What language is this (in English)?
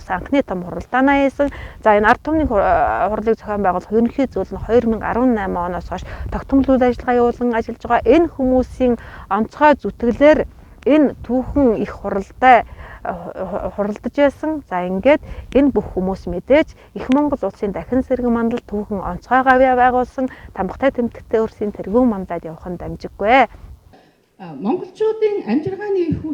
Mongolian